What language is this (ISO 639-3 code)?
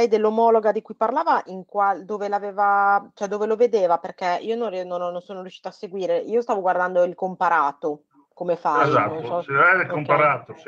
ita